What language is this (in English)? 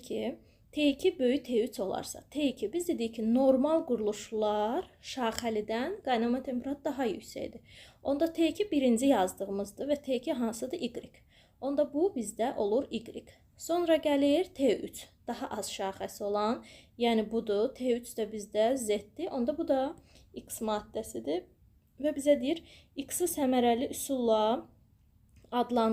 Azerbaijani